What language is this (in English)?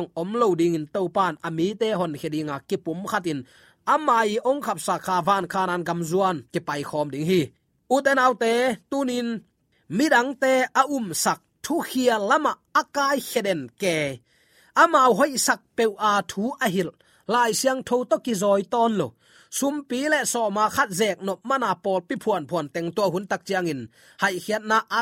Tedim Chin